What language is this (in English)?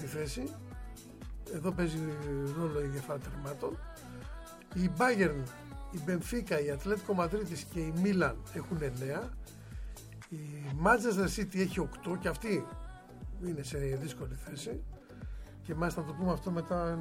Greek